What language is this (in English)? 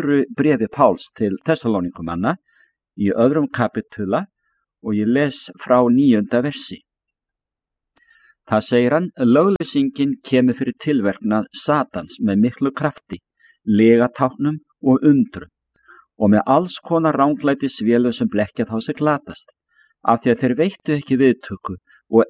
Icelandic